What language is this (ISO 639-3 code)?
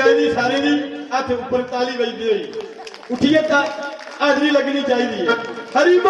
doi